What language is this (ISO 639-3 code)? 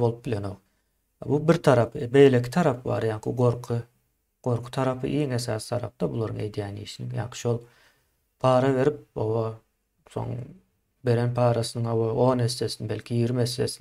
tuk